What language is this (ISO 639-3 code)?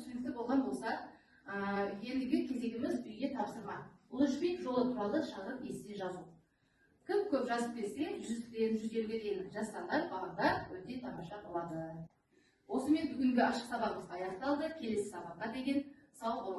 kaz